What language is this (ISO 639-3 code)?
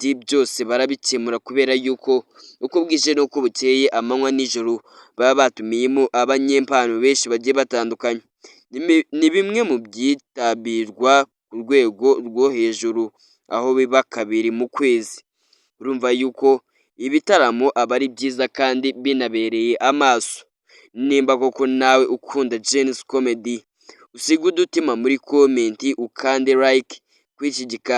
kin